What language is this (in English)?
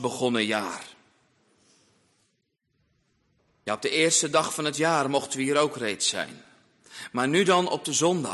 Dutch